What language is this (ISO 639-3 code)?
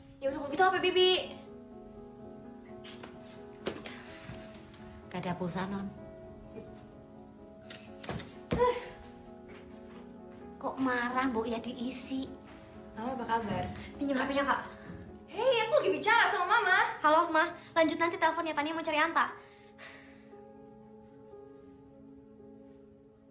ind